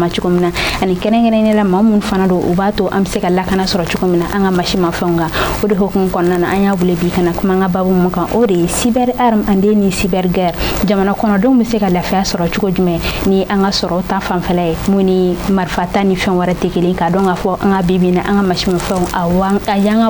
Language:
Bambara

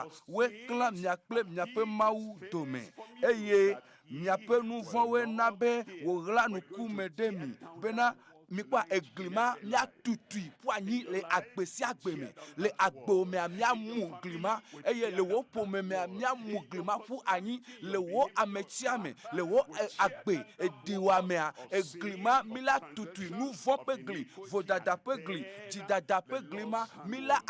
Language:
Ewe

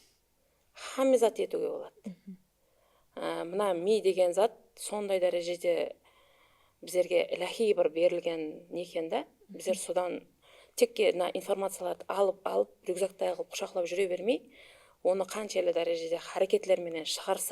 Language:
Kara-Kalpak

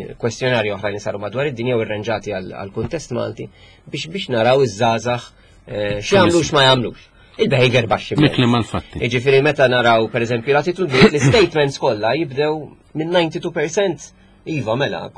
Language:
Maltese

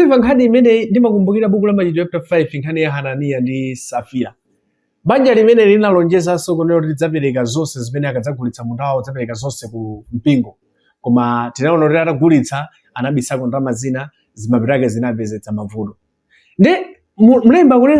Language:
Nyanja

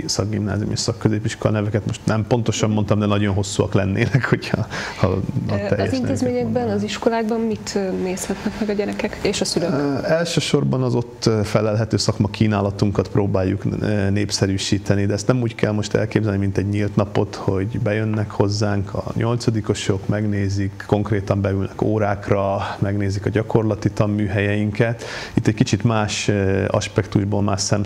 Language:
Hungarian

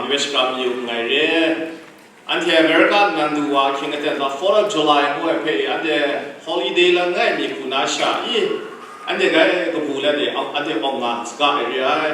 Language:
Kachin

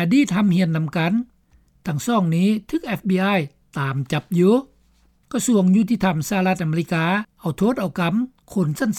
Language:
Lao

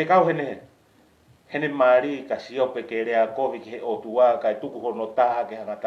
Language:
Tongan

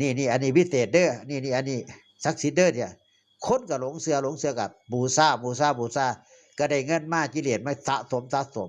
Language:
Northeastern Thai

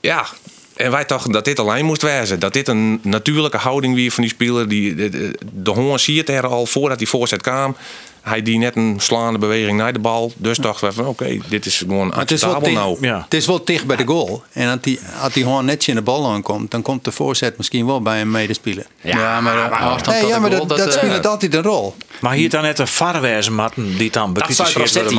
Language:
Western Frisian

